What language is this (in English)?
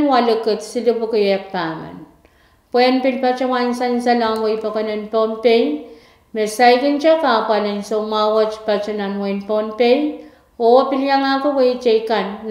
Pohnpeian